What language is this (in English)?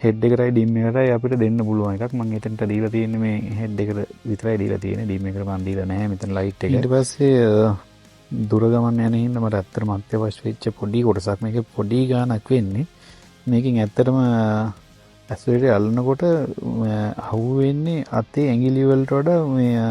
Sinhala